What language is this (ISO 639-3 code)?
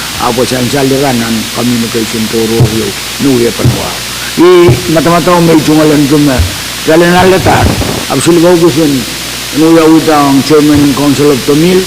pon